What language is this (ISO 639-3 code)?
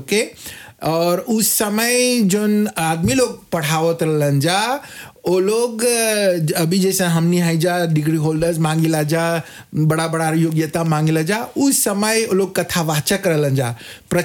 bho